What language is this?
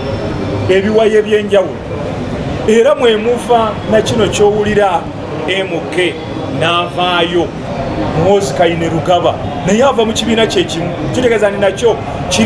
Ganda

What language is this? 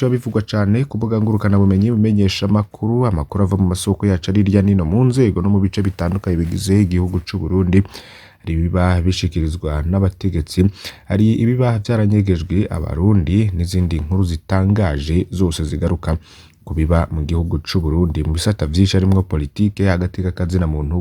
Rundi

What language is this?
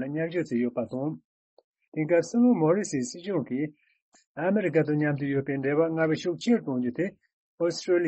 Tibetan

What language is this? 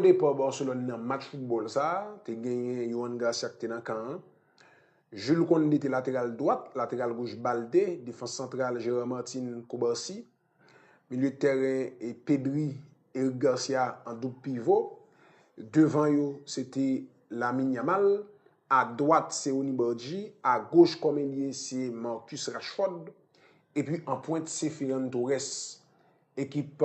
Haitian Creole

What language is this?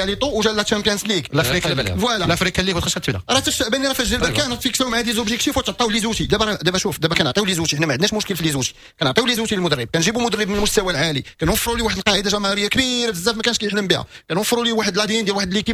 Moroccan Arabic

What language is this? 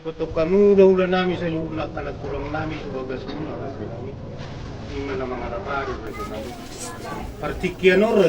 Batak Toba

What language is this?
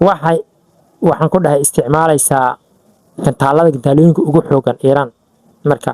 Somali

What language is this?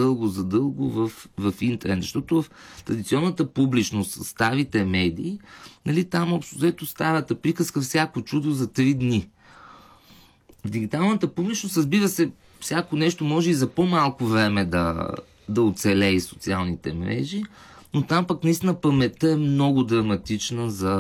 Bulgarian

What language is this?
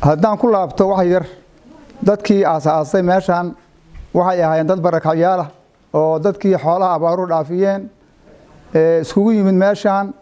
Somali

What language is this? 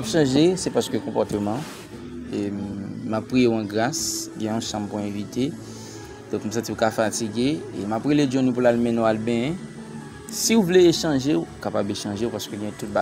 Haitian Creole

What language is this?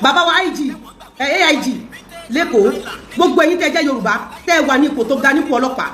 Yoruba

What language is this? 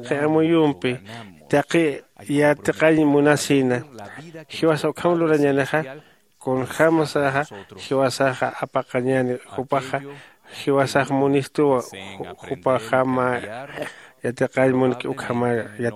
Aymara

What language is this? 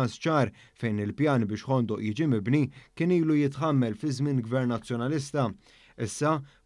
Maltese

